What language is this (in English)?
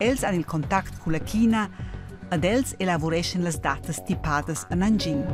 Romansh